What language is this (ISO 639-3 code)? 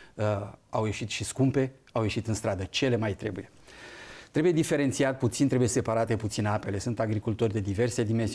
ron